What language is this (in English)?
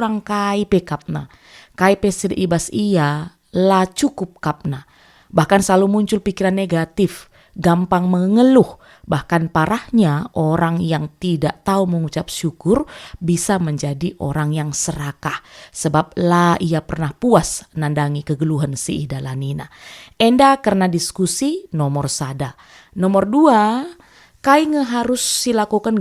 Batak Karo